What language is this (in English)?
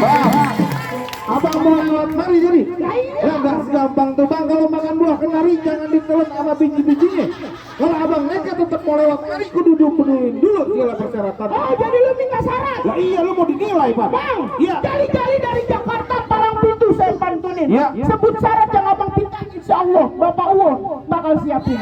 Betawi